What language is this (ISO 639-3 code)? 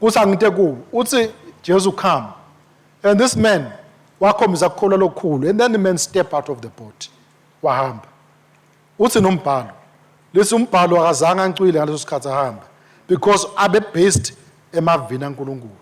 ssw